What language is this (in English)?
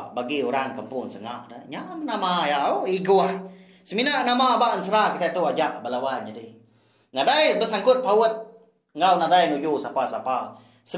Iban